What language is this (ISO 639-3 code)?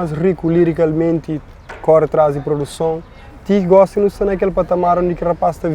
kea